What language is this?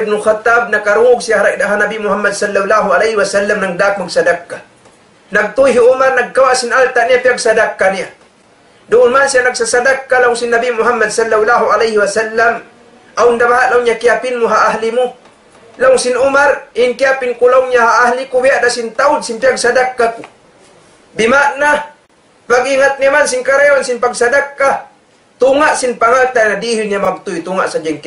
Tausug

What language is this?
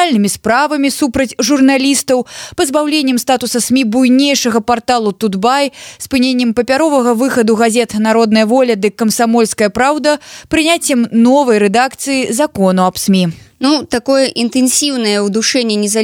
Belarusian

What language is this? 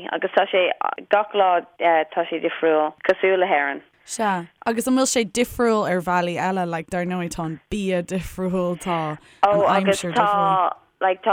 Irish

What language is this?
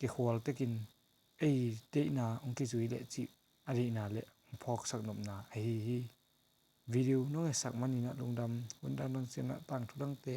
Tedim Chin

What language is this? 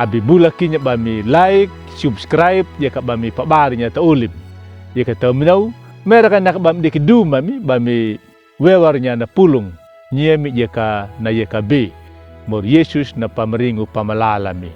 Anakalangu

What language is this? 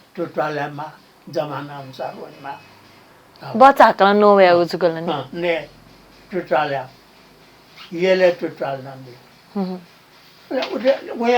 Newari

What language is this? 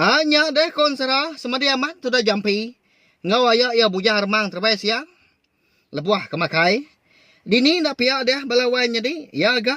Iban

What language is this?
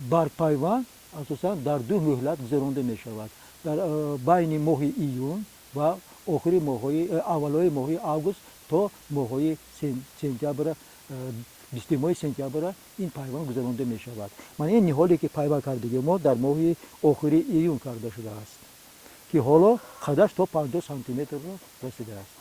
Tajik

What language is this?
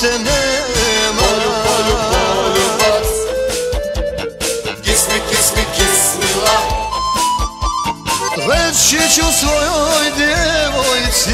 Croatian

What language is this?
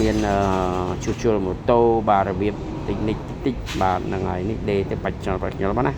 Khmer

